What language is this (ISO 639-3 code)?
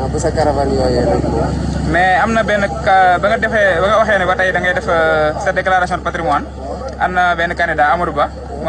wol